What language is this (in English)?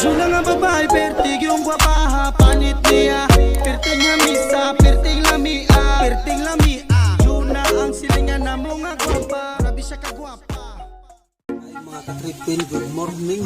Cebuano